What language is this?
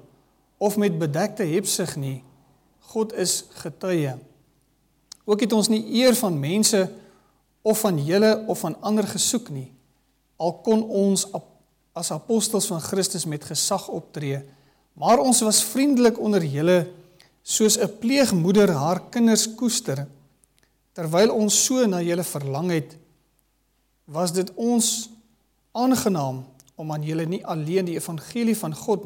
Afrikaans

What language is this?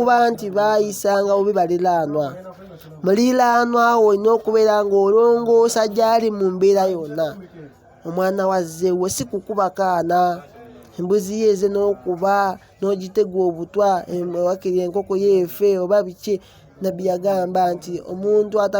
Ganda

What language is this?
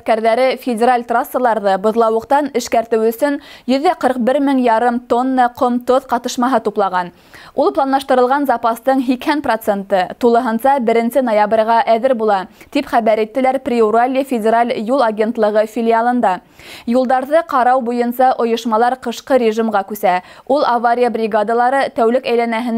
Bashkir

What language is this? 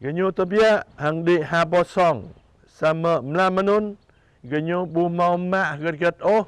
Jarai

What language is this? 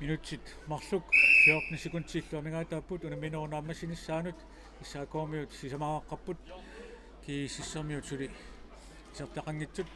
Kalaallisut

